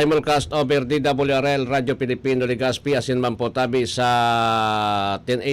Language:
Bikol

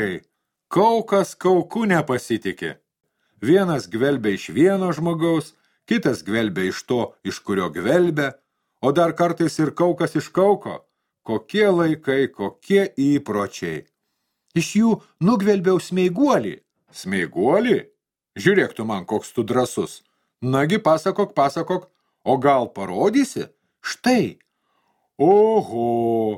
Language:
Lithuanian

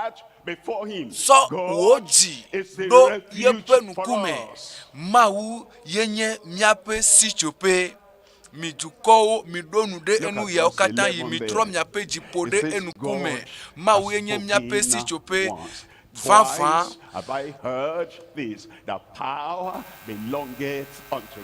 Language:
Ewe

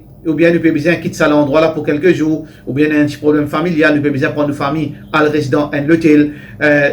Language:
Morisyen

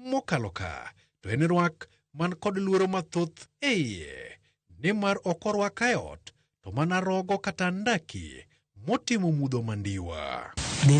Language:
Luo (Kenya and Tanzania)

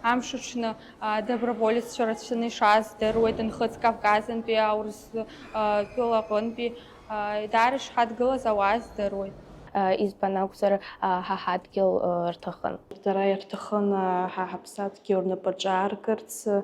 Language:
Abkhazian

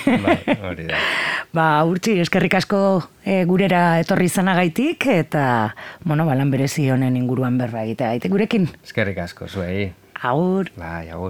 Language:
Basque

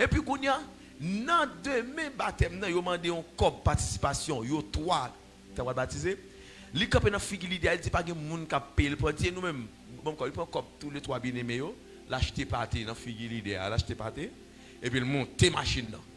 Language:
Haitian Creole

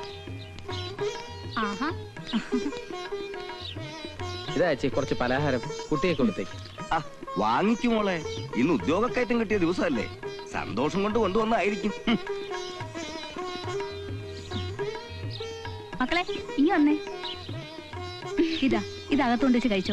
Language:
Malayalam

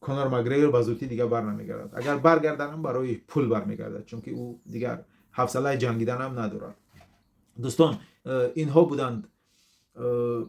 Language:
Tajik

